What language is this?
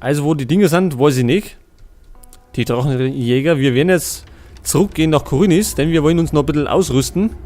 Bavarian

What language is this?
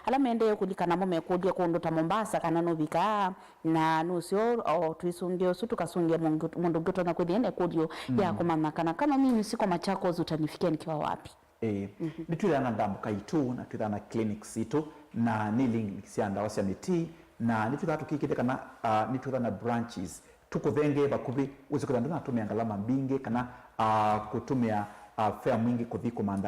Kamba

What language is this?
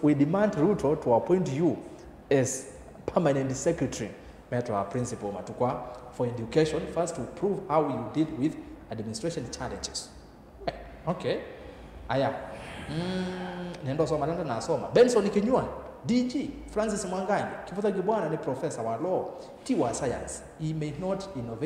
Kamba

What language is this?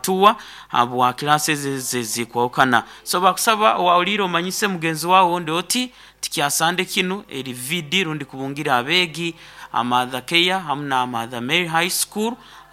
Nyoro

